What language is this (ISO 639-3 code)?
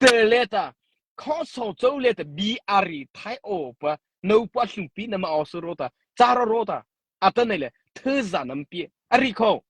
mrh